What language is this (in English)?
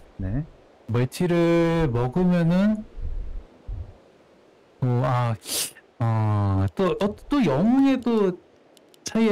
Korean